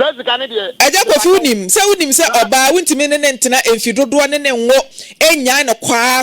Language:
Akan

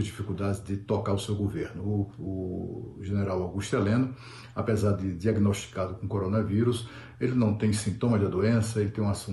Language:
Portuguese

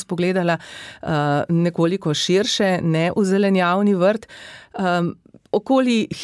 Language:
Slovenian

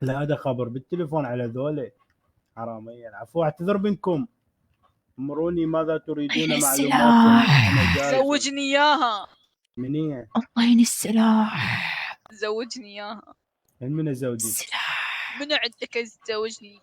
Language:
Mesopotamian Arabic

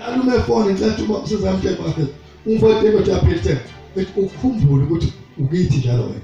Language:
Zulu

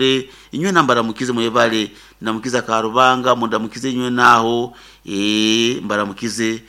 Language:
Nyoro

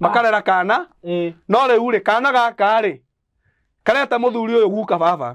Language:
Kikuyu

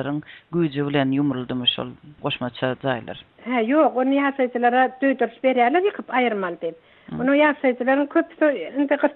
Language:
Turkmen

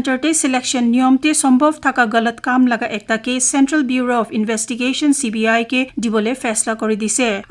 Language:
Naga Pidgin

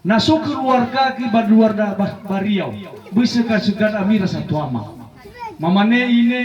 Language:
Nias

